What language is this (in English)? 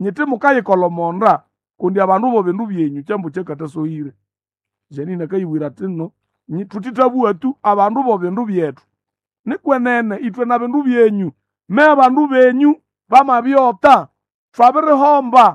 Nande